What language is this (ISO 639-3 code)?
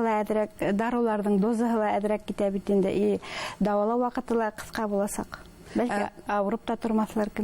bak